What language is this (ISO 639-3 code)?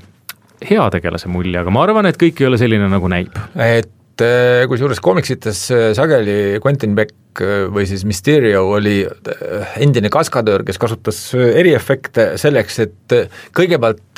est